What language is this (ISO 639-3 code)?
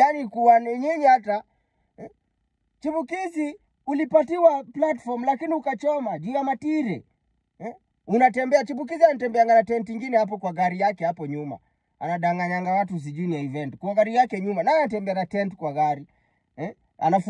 swa